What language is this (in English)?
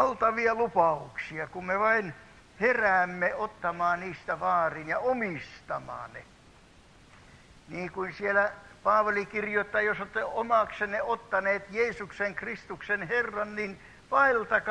Finnish